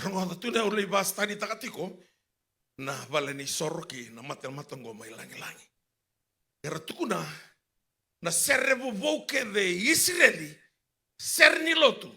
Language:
Fijian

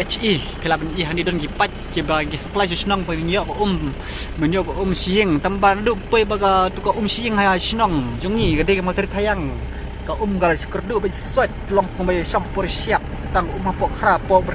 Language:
Khasi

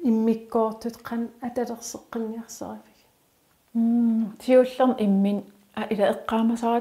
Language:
Kalaallisut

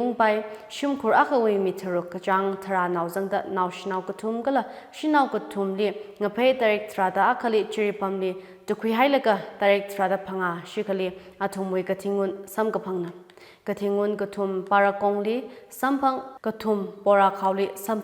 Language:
Tangkhul Naga (India)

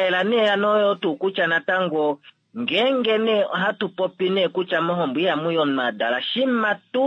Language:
Kuanyama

